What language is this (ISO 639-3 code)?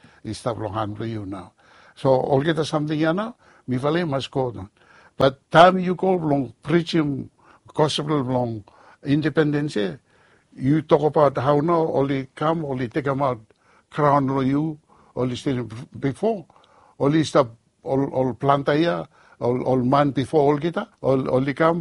bis